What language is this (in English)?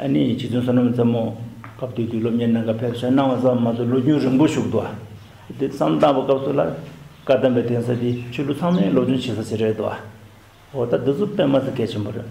Tibetan